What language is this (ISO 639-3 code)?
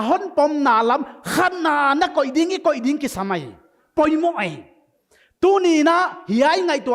pck